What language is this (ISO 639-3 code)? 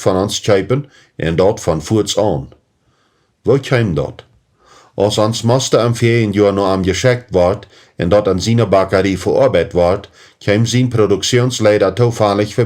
pdt